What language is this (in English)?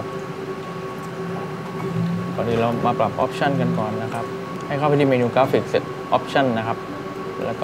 Thai